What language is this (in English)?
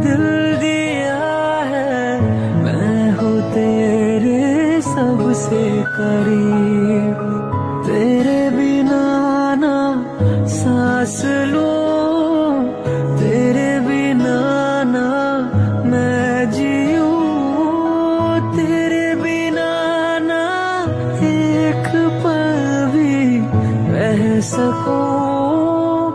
Hindi